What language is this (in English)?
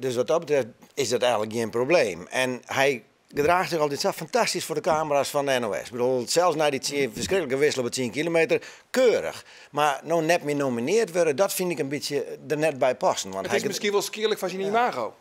Western Frisian